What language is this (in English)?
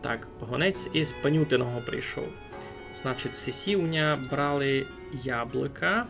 Rusyn